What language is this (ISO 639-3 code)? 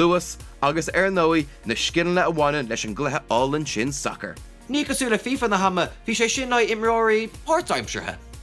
gle